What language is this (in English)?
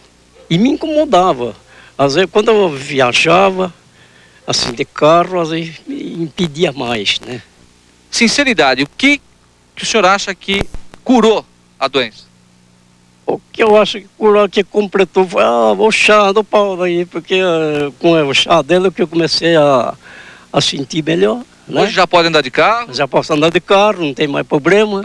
Portuguese